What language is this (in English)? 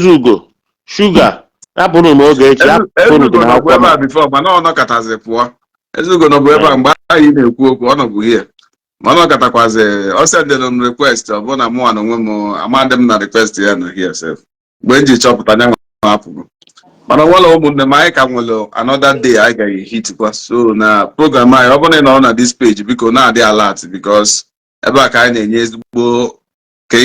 Igbo